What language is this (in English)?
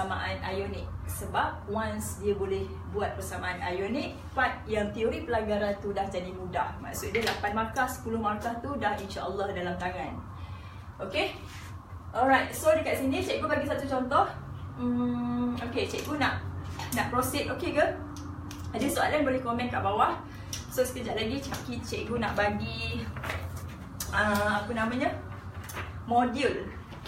Malay